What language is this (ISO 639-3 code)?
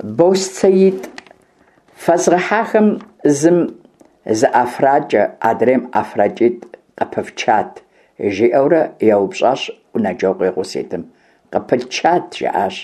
kbd